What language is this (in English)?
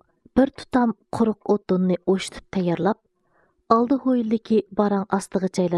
Uyghur